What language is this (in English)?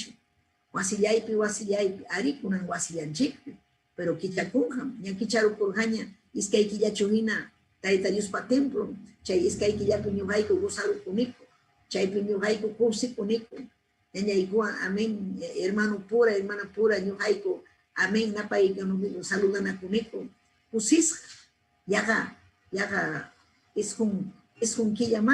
Ayacucho Quechua